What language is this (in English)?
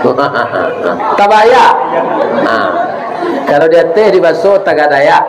Minangkabau